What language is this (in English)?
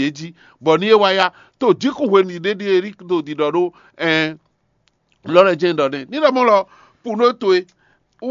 Fon